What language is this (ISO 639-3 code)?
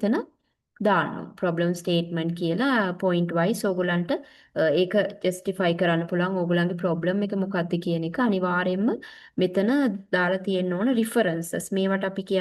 sin